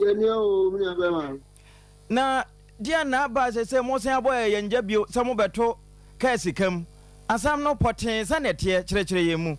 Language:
Akan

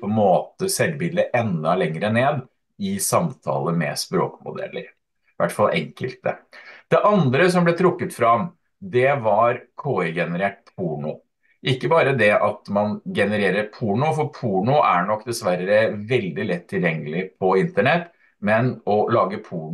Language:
Norwegian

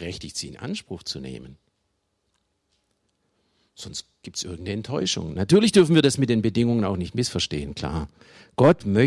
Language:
German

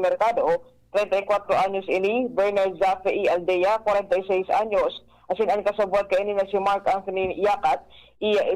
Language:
Bikol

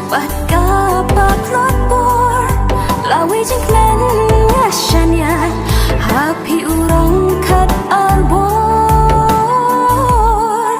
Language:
Khasi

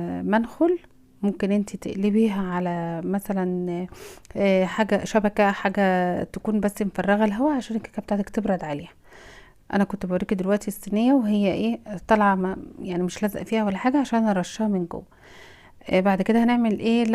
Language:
Egyptian Arabic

